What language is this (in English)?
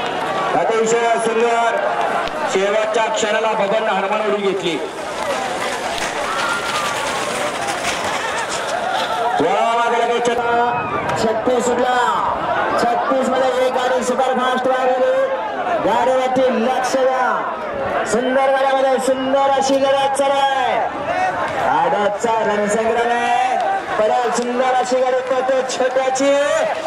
Marathi